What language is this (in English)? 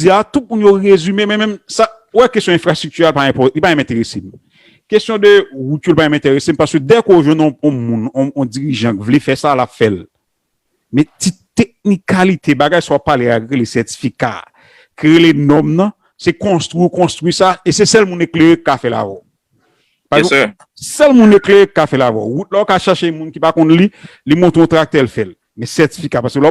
Haitian Creole